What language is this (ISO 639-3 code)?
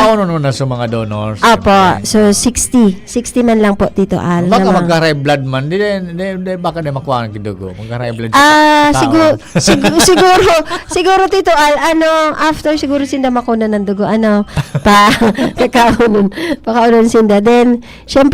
bik